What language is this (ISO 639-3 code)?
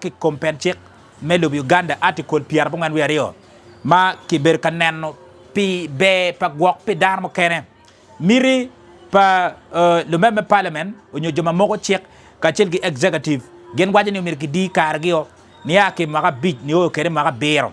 ach